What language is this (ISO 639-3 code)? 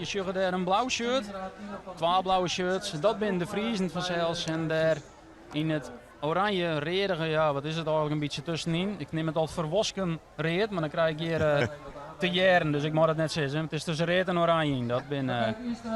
fry